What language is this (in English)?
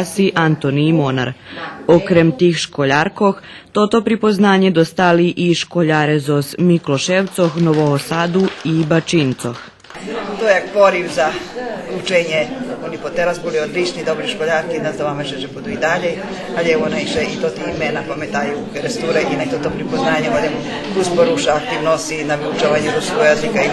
Rusyn